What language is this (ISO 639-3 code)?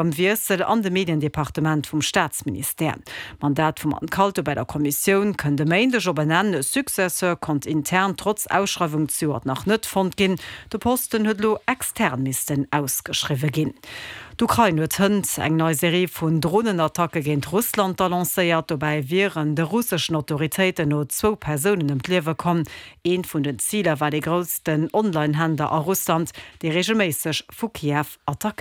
ltz